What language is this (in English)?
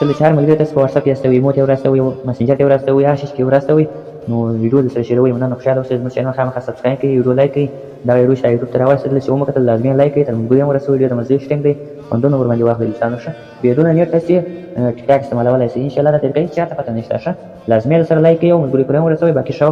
Pashto